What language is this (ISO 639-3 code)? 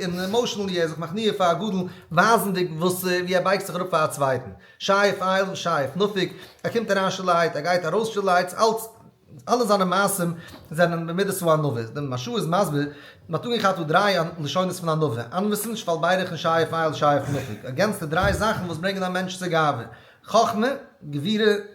yid